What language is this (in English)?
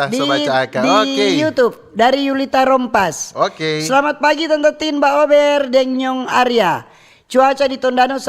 Manado Malay